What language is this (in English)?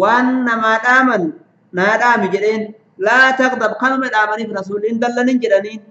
Oromo